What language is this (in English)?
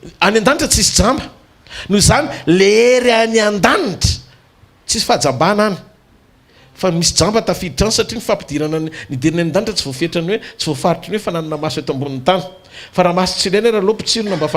Malagasy